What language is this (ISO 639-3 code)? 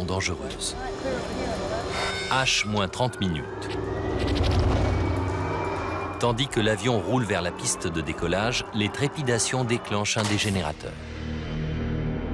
fra